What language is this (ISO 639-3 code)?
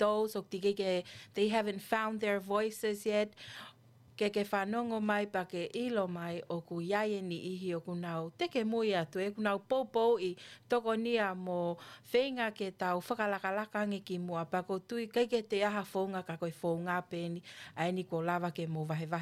ton